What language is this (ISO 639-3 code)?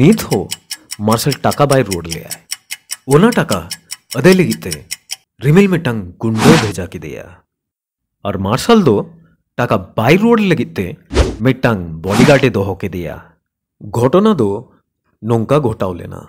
sat